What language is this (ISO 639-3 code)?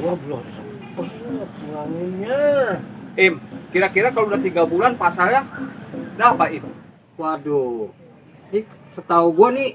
bew